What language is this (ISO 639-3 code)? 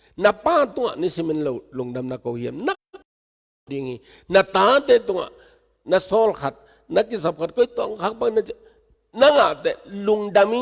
ctd